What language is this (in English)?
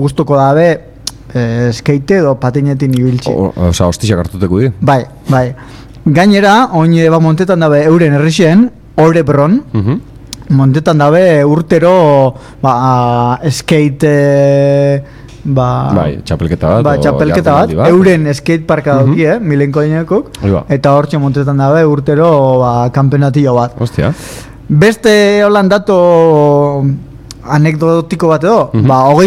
Basque